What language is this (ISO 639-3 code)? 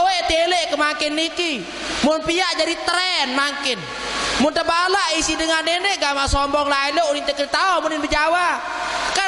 sas